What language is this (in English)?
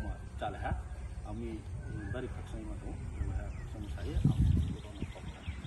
Kok Borok